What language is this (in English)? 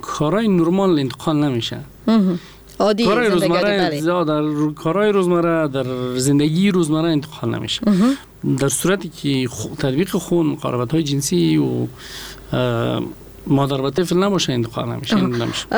Persian